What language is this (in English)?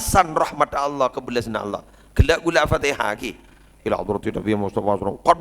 Madurese